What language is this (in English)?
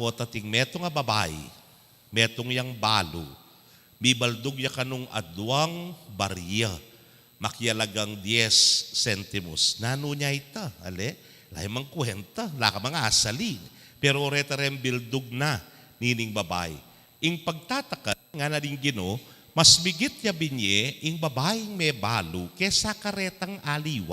Pampanga